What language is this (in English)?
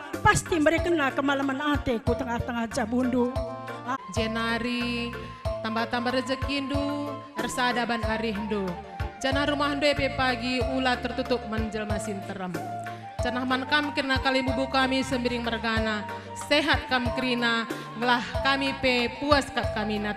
Batak Karo